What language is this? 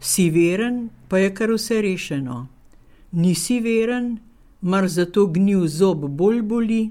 Slovenian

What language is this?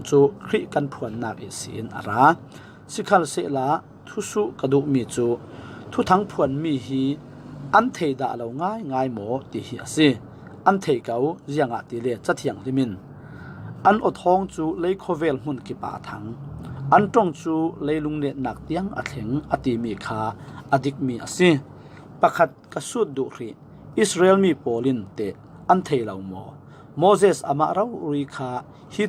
Falam Chin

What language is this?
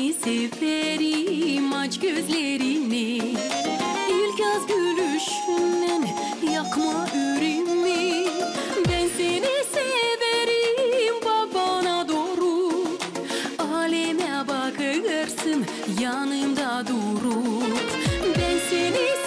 Gagauz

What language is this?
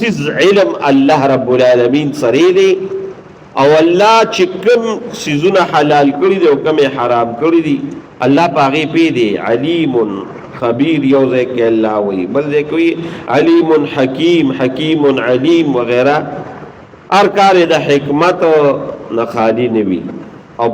Pashto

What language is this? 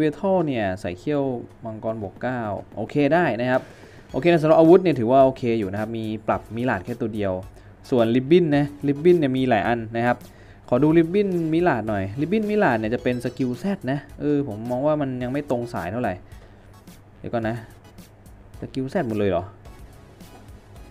Thai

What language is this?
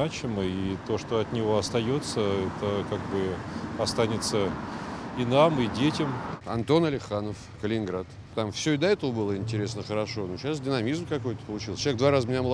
Russian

